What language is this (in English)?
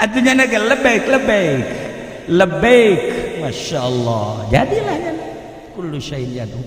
Sundanese